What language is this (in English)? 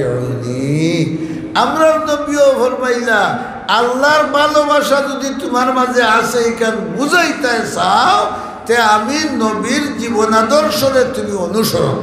Sylheti